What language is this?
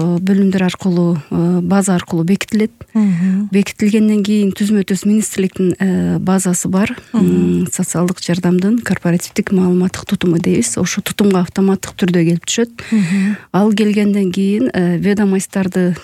Kyrgyz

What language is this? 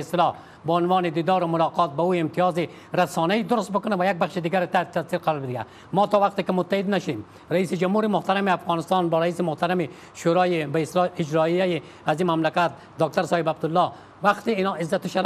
Persian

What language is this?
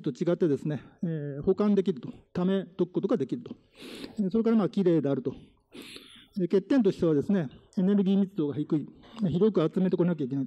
Japanese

